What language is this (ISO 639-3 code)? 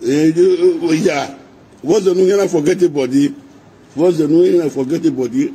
pcm